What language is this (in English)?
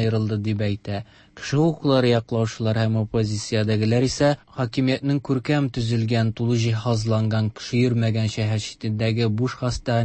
Tatar